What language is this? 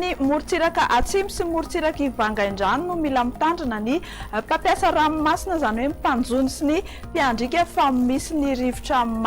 Malagasy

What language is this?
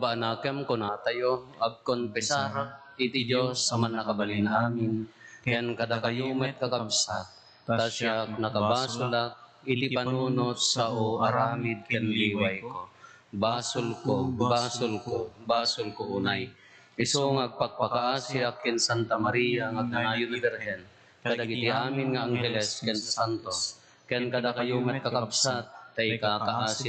Iloko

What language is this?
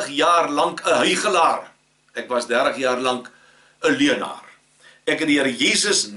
Afrikaans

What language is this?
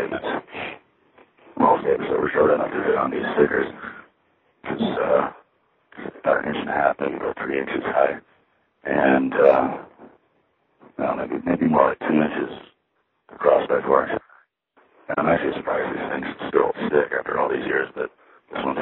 English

